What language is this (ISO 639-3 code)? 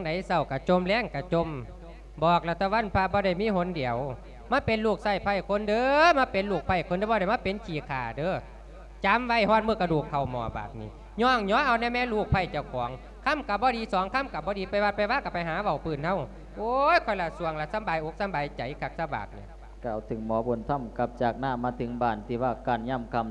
lao